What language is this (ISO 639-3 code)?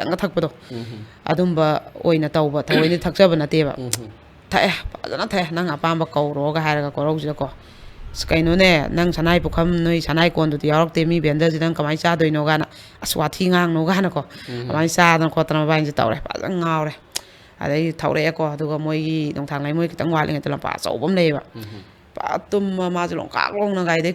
mni